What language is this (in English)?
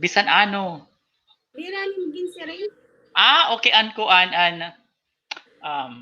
Waray